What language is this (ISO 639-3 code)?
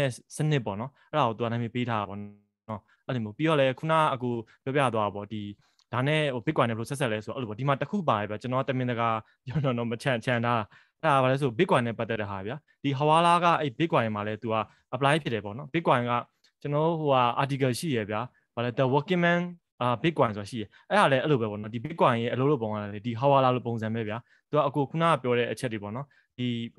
mya